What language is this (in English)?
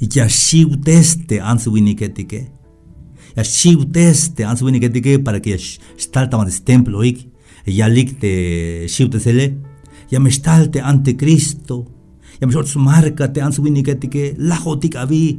Tzeltal